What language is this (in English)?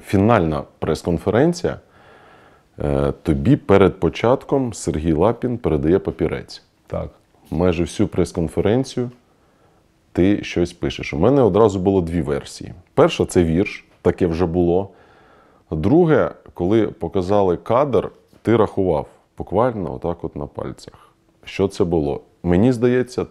Ukrainian